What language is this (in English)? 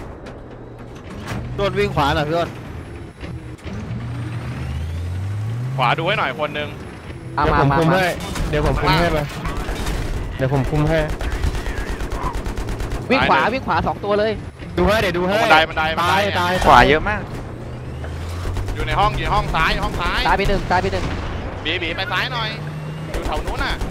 Thai